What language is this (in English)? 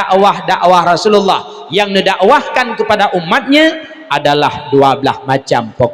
Achinese